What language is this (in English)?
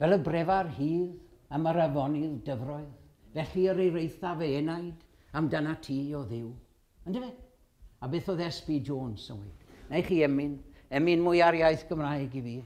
Welsh